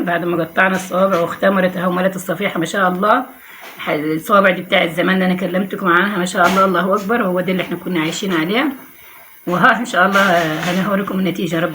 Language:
Egyptian Arabic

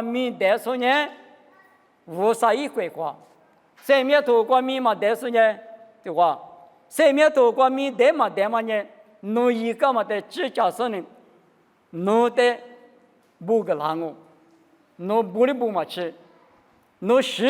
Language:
Lisu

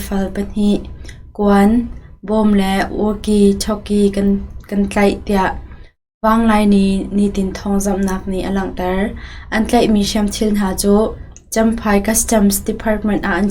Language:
Hakha Chin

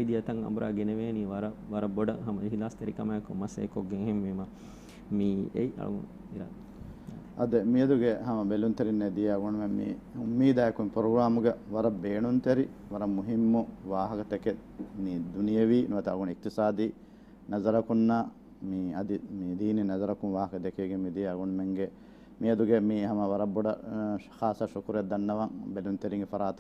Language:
Divehi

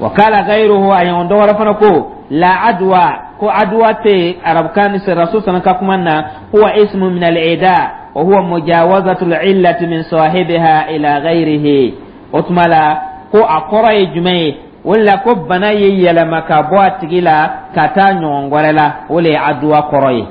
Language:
Dyula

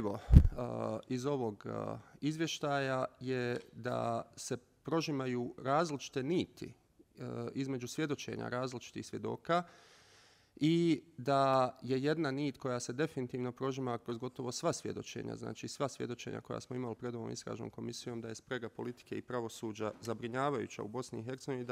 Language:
Bosnian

